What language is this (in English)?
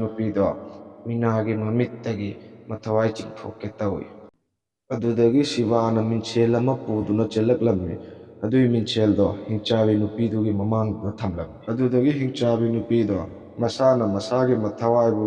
Manipuri